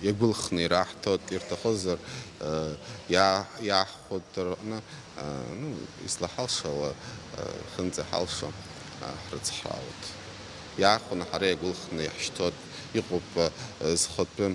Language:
Abkhazian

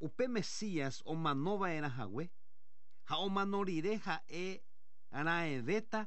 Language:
Guarani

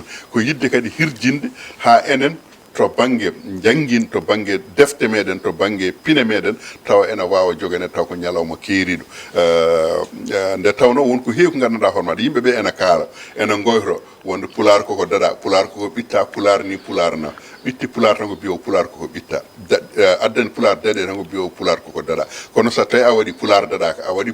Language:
Fula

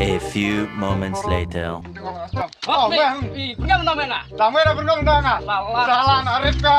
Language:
Khasi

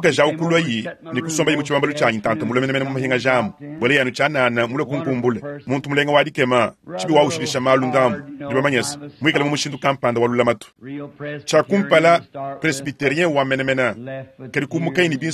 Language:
Luba-Lulua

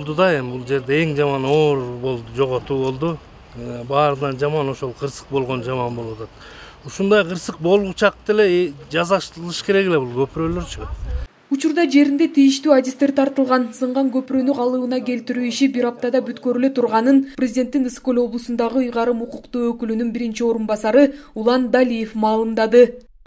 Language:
Kyrgyz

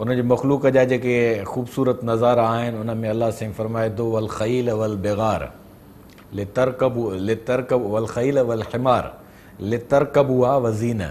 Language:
Sindhi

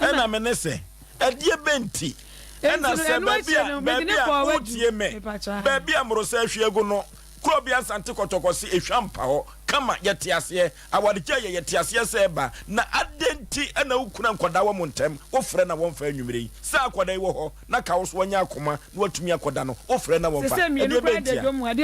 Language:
Akan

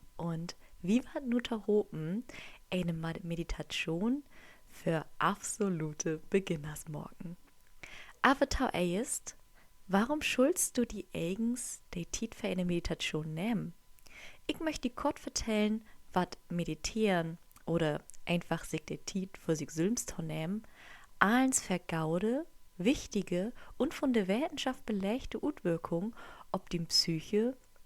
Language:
Low German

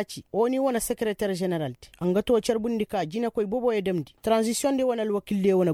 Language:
Koyraboro Senni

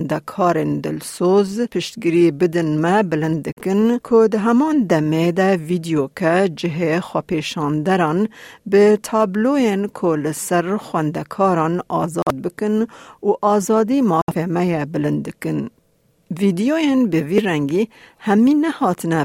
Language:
Kurdish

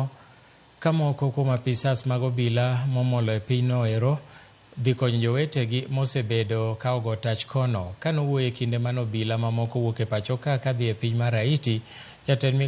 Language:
Luo (Kenya and Tanzania)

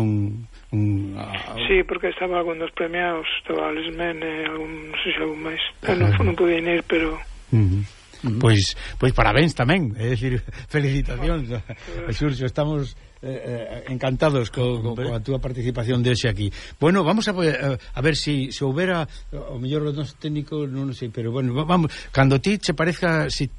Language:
Galician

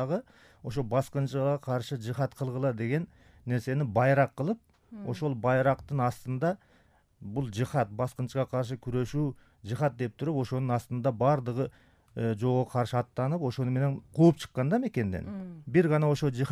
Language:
Kyrgyz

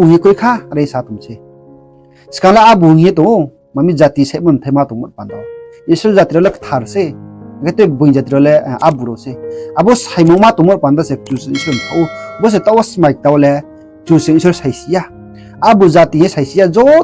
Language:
Riang (India)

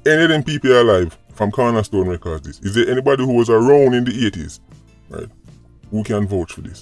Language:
Jamaican Creole English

